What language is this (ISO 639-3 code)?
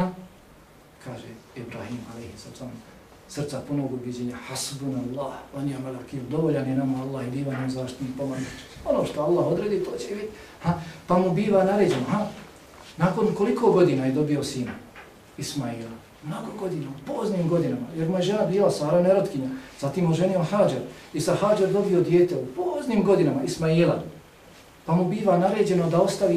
bos